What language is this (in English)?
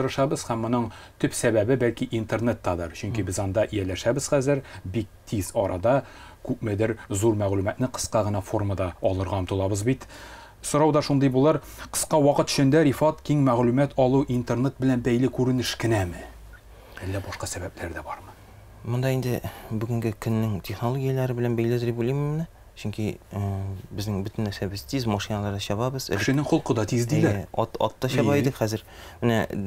Tatar